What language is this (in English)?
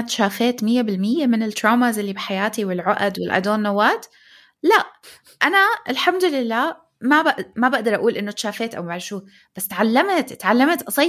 North Levantine Arabic